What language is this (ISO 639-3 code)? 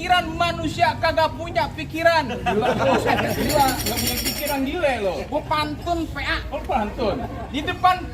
bew